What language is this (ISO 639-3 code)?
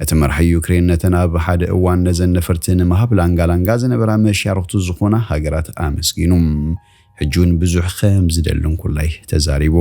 tir